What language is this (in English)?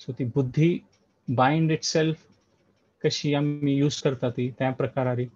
Konkani